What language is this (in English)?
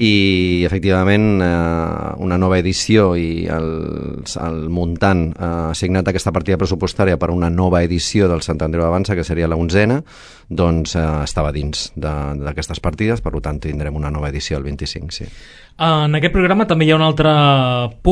Catalan